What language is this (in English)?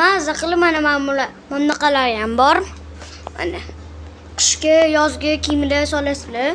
Uzbek